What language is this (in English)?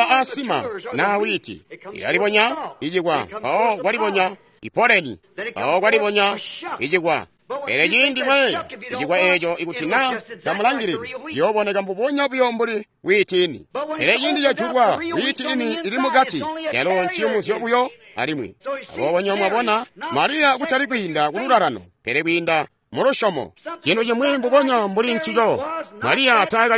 Tonga (Zambia)